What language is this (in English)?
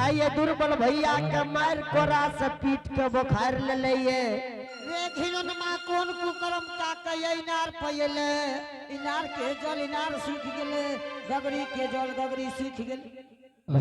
Angika